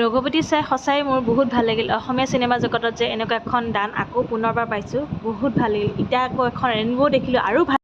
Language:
Assamese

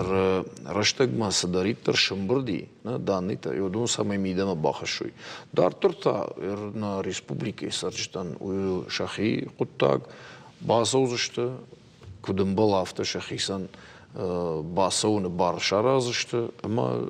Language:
Ossetic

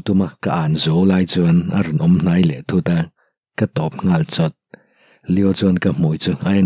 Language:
Mizo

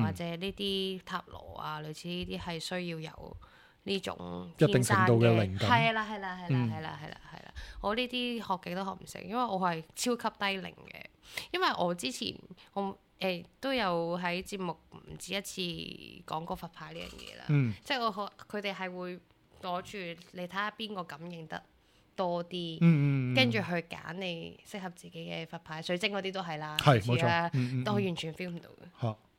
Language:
Cantonese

